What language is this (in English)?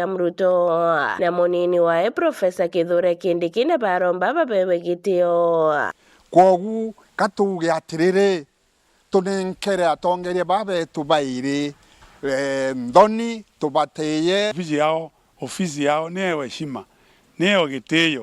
Meru